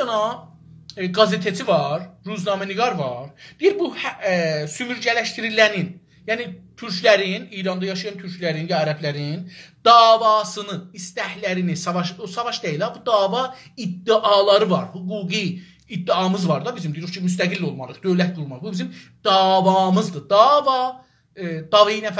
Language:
South Azerbaijani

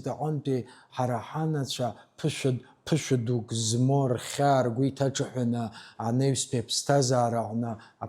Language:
Abkhazian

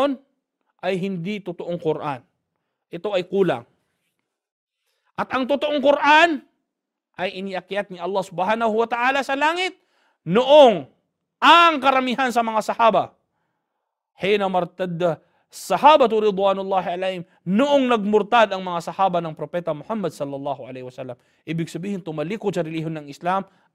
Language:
Filipino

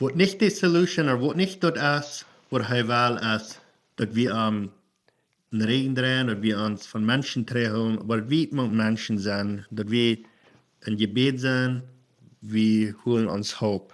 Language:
Plautdietsch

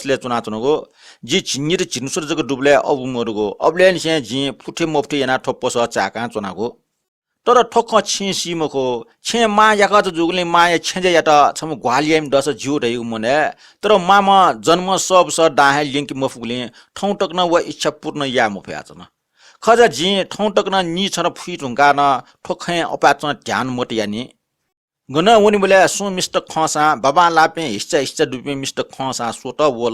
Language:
Newari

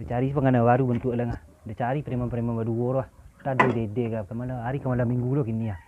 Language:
Minangkabau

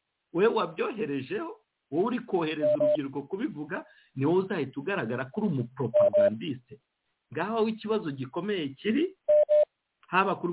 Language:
Kinyarwanda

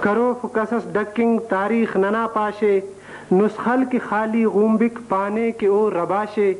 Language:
Brahui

